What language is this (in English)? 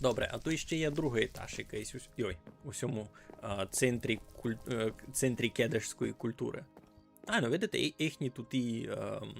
Rusyn